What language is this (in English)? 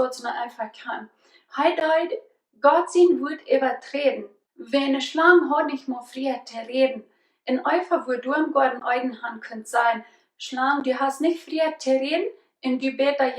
Plautdietsch